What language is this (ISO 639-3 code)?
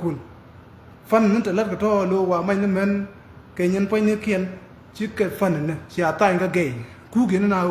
nus